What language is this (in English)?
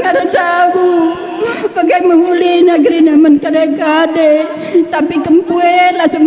Batak Karo